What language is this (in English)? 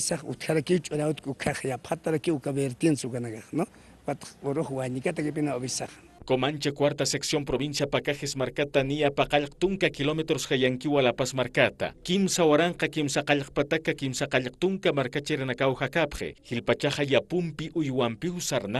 Aymara